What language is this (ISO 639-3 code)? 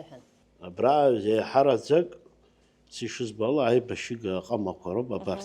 abk